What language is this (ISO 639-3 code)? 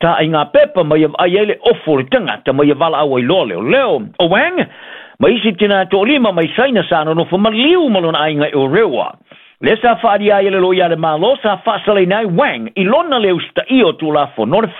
smo